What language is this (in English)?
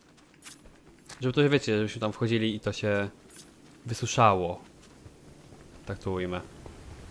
Polish